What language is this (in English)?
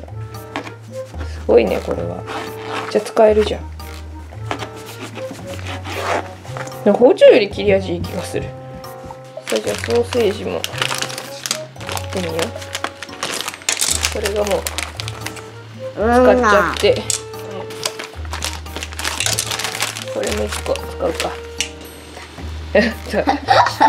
Japanese